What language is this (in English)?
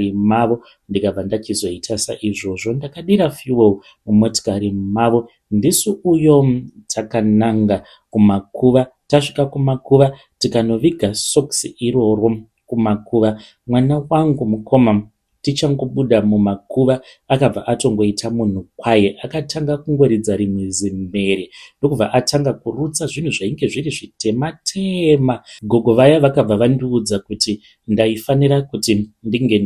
Shona